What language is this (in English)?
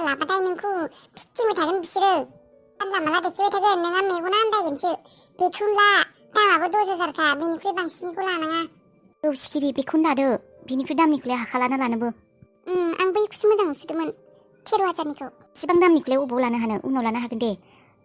Bodo